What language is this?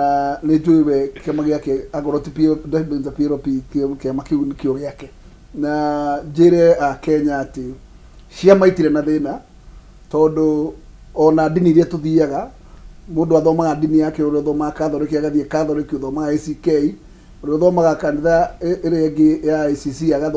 Kikuyu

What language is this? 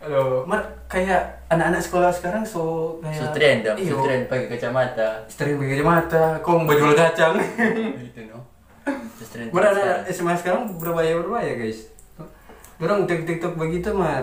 Manado Malay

